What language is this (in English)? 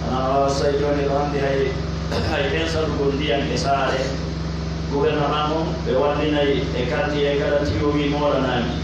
Pular